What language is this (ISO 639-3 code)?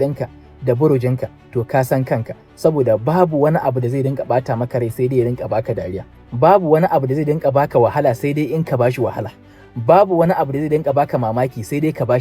hau